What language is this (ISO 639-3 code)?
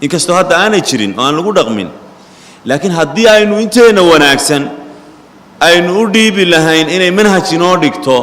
som